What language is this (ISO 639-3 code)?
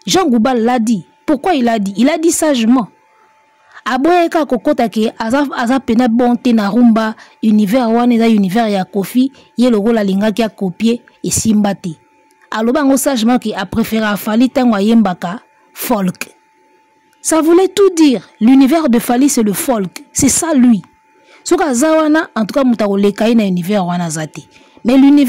lin